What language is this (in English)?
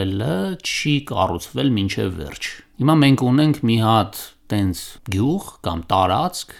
Armenian